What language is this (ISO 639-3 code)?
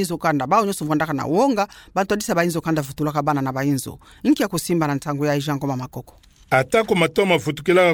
ktu